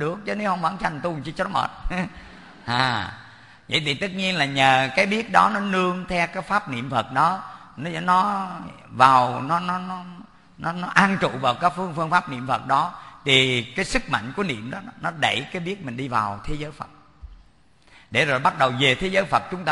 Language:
Vietnamese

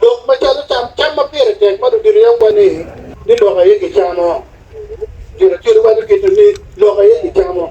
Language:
Acoli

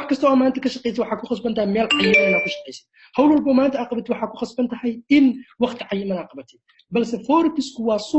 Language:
Somali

